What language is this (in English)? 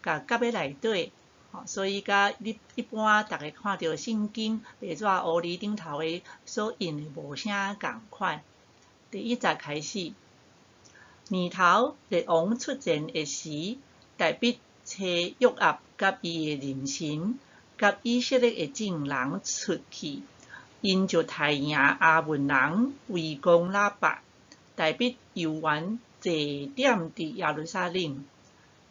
Min Nan Chinese